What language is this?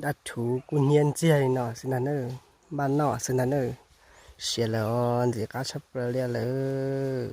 Hmong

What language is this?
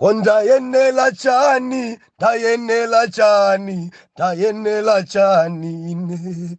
Nyanja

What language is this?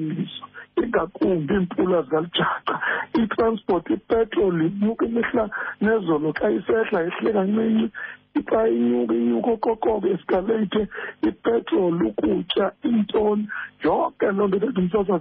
Xhosa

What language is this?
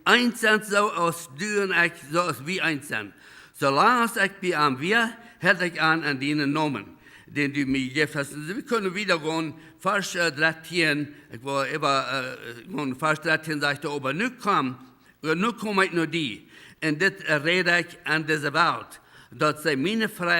Plautdietsch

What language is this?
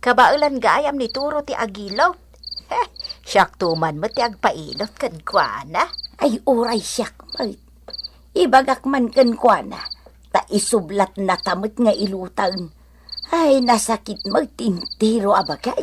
Iloko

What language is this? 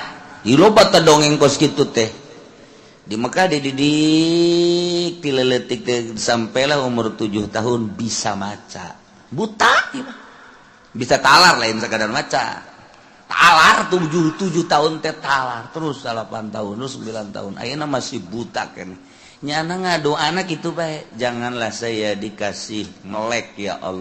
Sundanese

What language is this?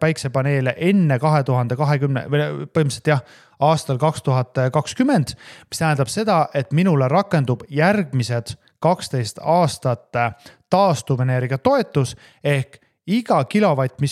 Estonian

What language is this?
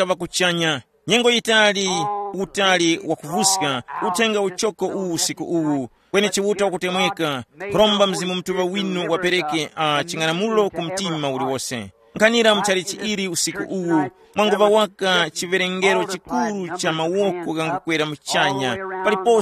Tumbuka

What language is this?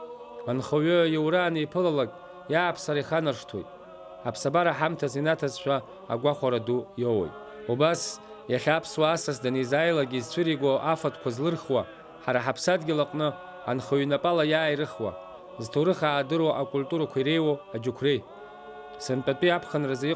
Abkhazian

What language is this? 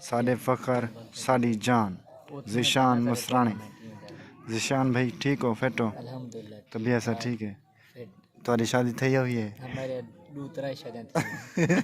Saraiki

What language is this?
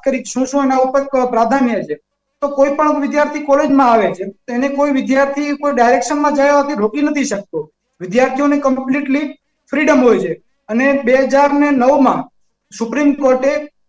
Gujarati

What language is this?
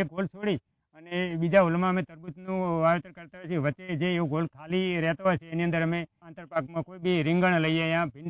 Gujarati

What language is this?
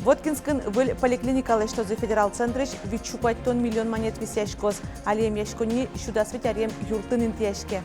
Udmurt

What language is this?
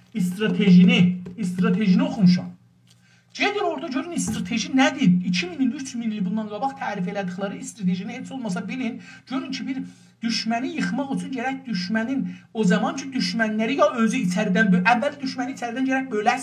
South Azerbaijani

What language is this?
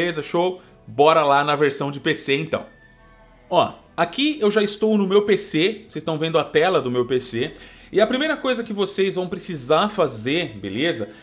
Portuguese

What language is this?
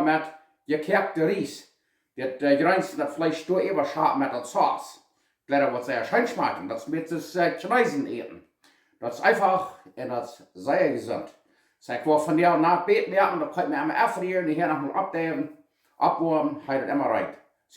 Plautdietsch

